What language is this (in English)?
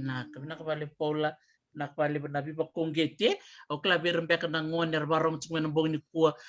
Fijian